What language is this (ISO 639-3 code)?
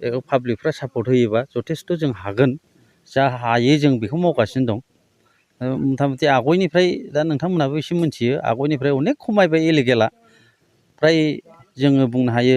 brx